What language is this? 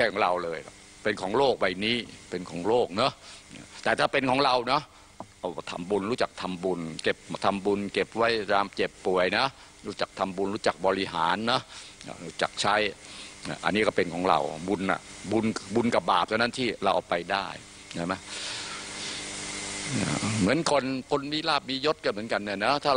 Thai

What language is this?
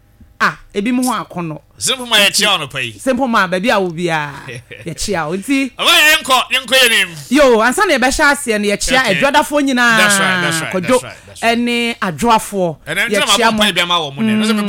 Akan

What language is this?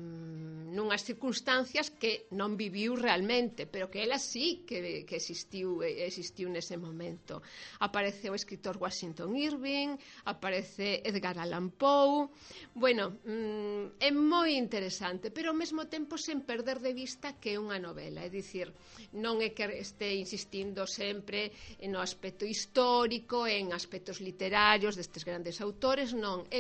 Galician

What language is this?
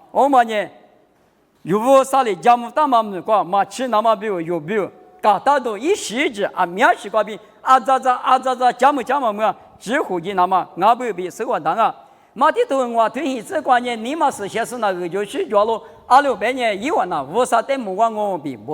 Lisu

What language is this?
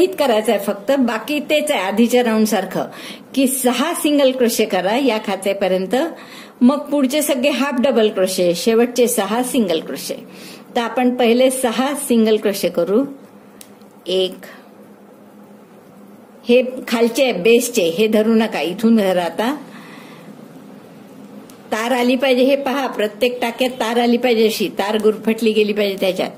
Marathi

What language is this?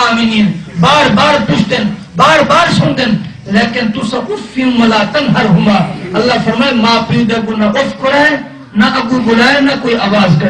Saraiki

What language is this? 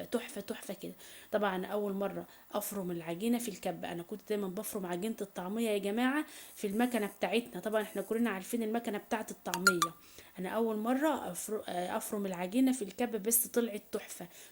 Egyptian Arabic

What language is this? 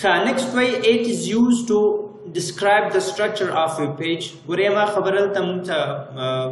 Pashto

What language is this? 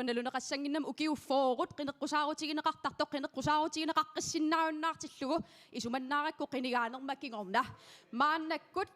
Kalaallisut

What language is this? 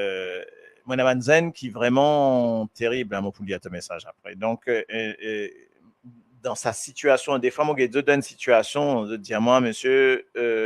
Morisyen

